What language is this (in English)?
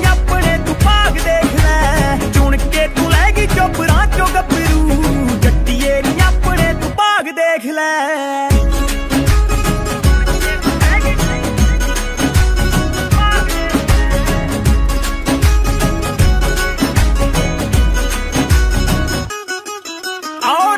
Punjabi